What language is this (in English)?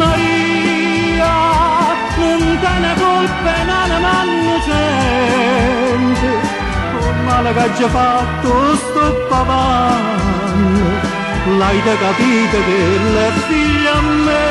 Neapolitan